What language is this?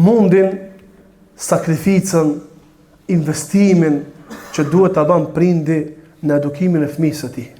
Albanian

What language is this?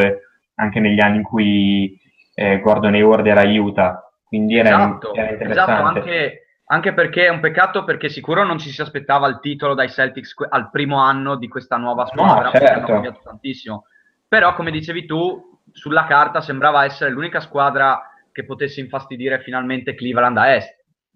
Italian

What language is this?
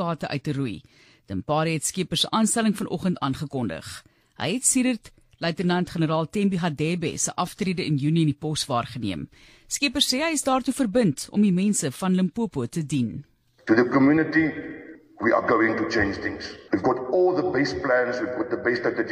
Afrikaans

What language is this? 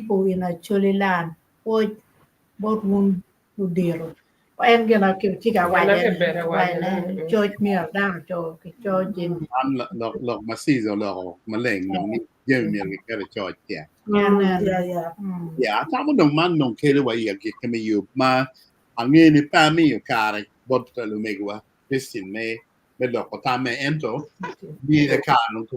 Acoli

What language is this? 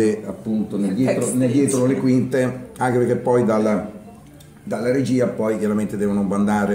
Italian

